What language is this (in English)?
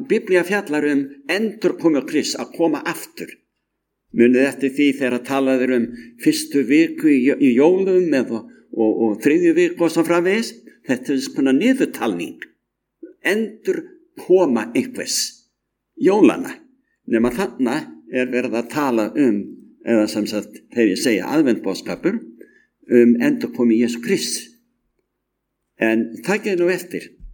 Icelandic